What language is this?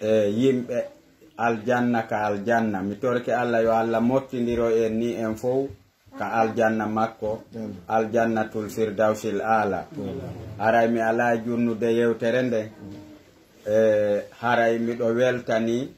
Pular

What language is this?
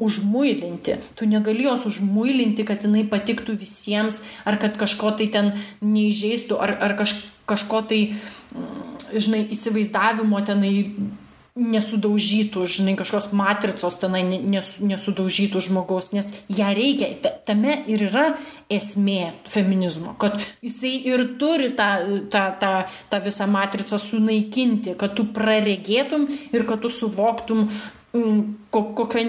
Lithuanian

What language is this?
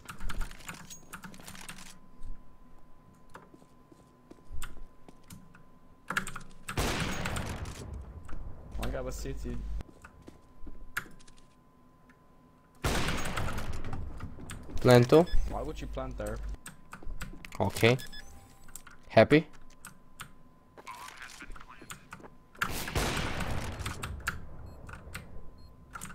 Romanian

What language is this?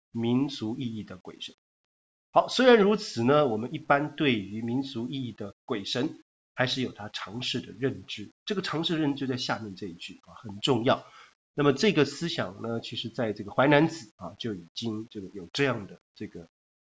Chinese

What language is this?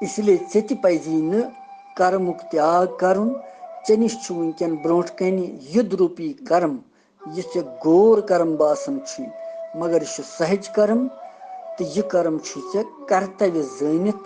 Kashmiri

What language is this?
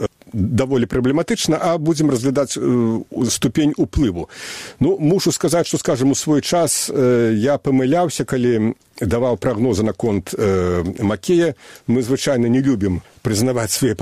Belarusian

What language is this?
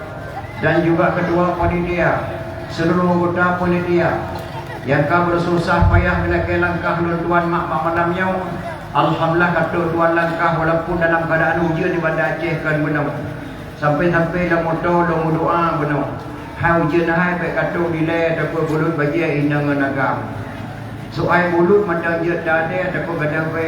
Achinese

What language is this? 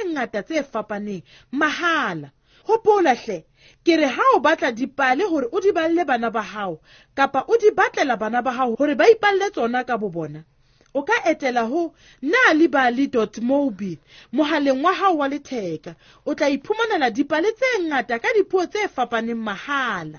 Southern Sotho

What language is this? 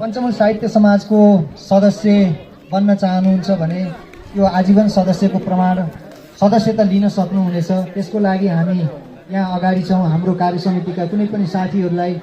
Nepali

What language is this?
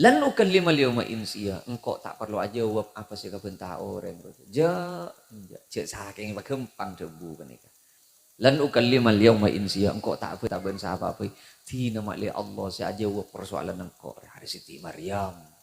Madurese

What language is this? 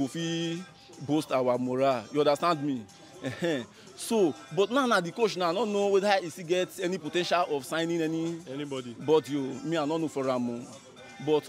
Nigerian Pidgin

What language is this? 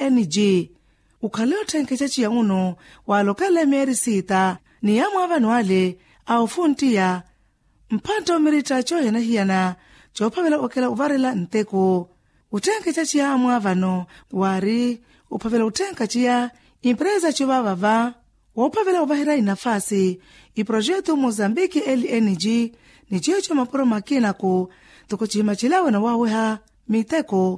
Makhuwa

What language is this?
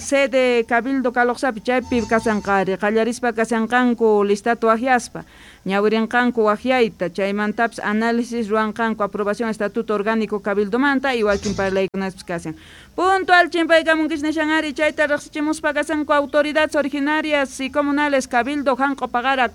Quechua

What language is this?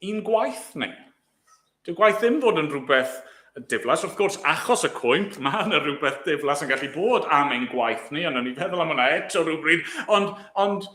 Welsh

